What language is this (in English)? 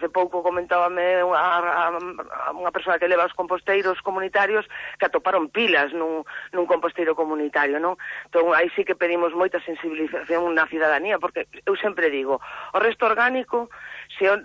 Galician